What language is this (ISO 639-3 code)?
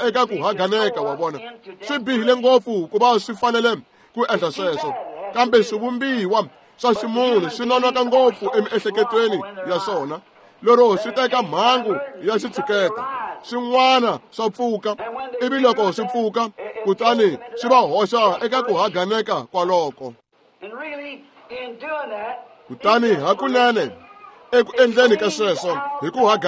tso